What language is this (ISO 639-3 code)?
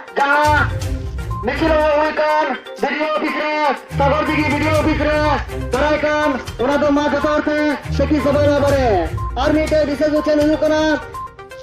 sat